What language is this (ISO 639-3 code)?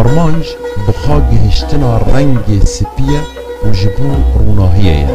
kur